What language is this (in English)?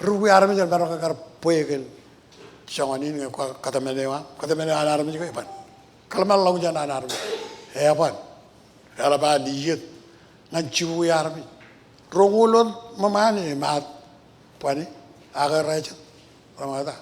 Marshallese